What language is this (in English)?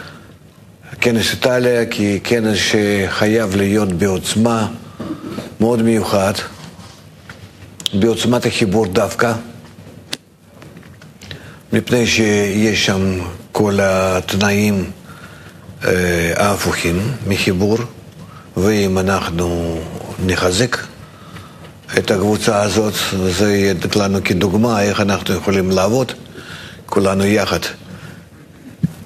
Hebrew